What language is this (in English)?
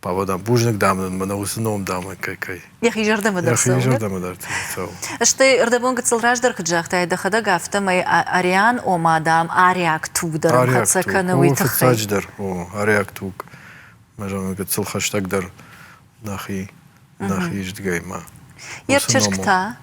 Ossetic